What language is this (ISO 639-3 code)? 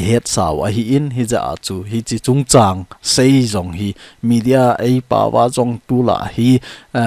tcz